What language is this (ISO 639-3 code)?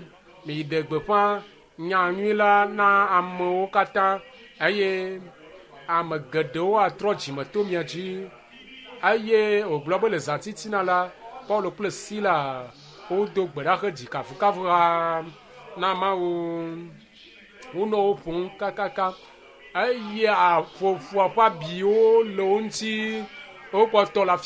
ewe